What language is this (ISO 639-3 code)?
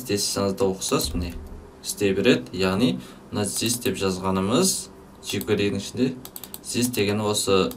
kaz